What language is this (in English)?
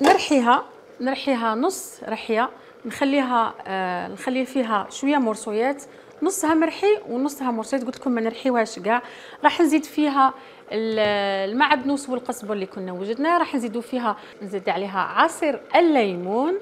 Algerian Arabic